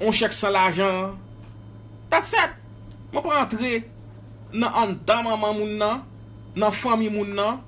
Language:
Haitian Creole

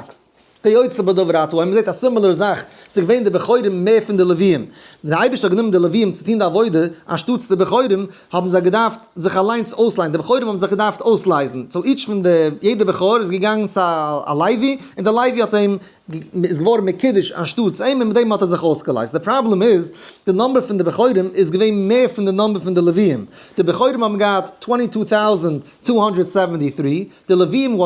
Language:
Yiddish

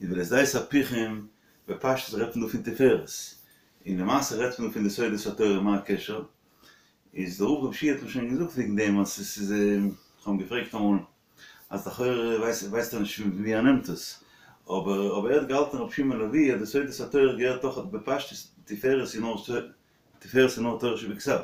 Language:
Yiddish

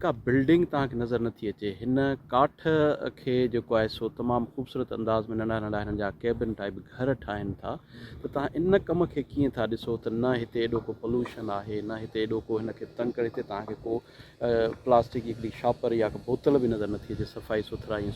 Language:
Sindhi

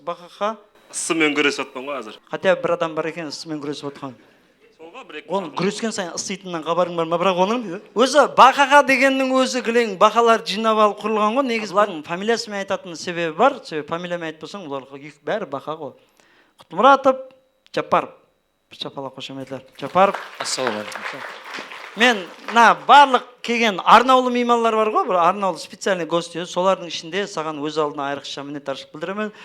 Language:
Kara-Kalpak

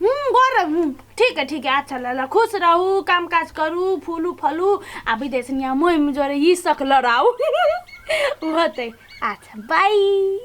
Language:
Maithili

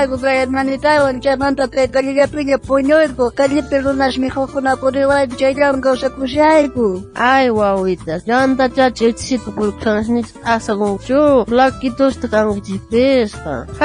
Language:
South Bolivian Quechua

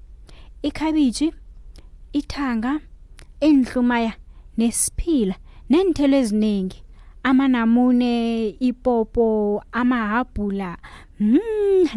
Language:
South Ndebele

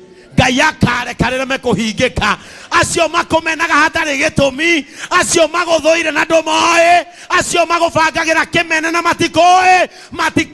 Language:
Kikuyu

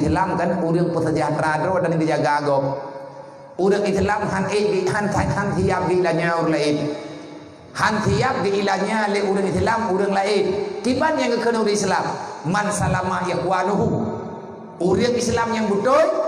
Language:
Achinese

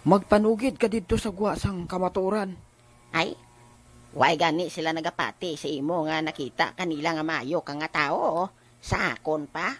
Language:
Hiligaynon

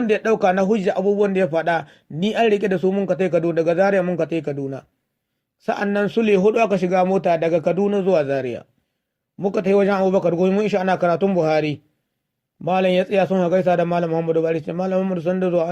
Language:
Hausa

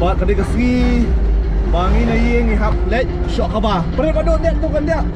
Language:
Khasi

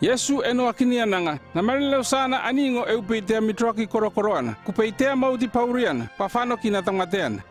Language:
North Efate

